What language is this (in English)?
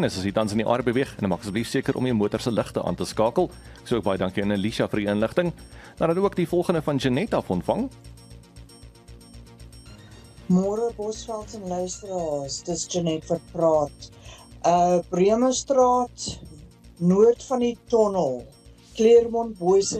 Afrikaans